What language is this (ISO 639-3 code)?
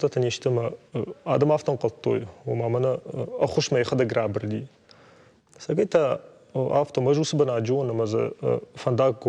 oss